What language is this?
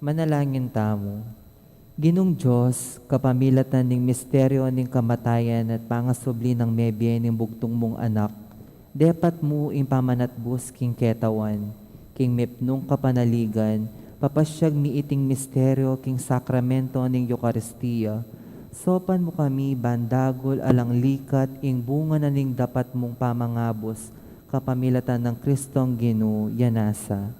Pampanga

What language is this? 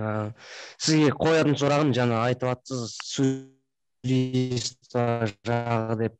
Kazakh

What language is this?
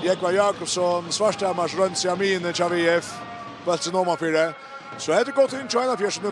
Faroese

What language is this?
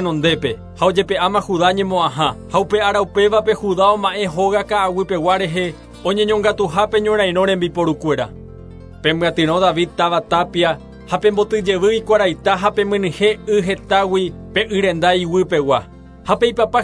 Guarani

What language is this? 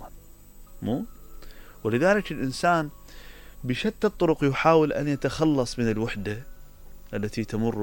Mesopotamian Arabic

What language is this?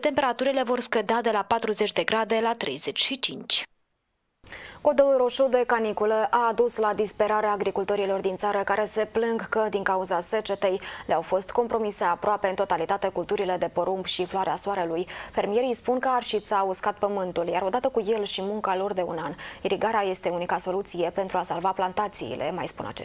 Romanian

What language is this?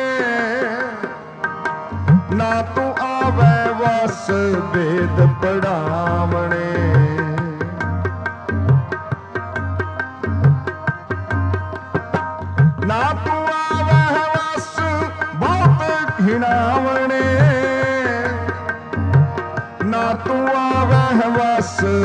Punjabi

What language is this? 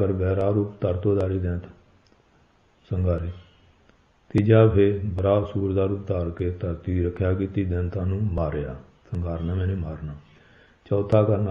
Punjabi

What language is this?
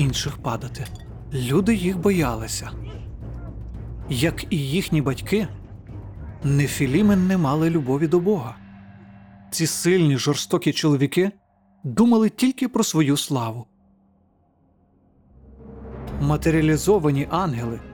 Ukrainian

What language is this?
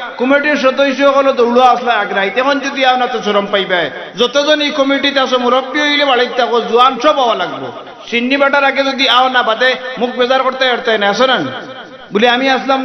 Sylheti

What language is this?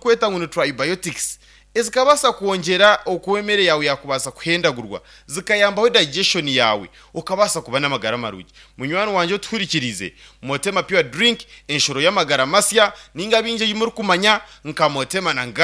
Nyankole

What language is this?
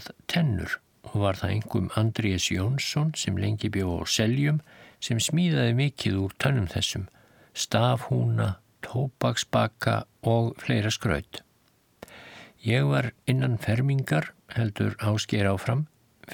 Icelandic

